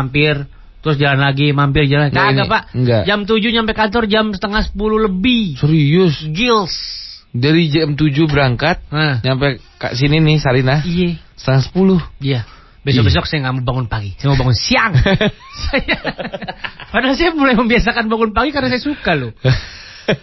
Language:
Indonesian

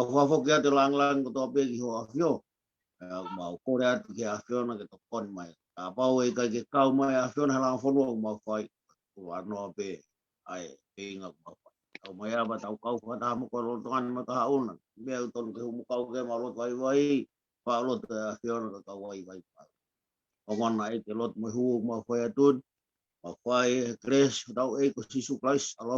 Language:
Tongan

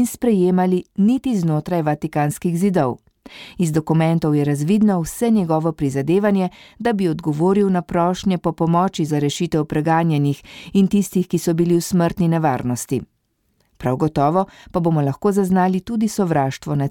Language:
Slovenian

